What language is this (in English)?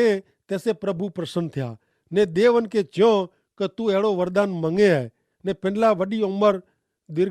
Kachhi